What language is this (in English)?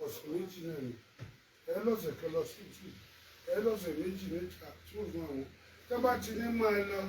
Yoruba